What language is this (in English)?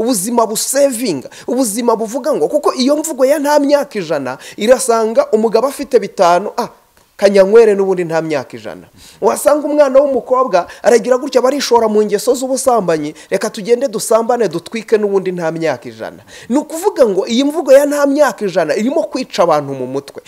Kinyarwanda